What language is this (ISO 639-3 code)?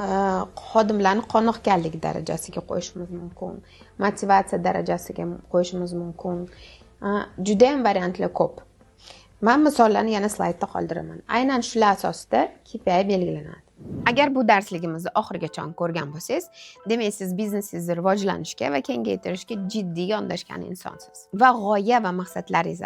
uzb